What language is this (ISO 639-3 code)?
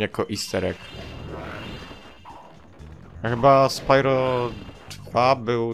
pol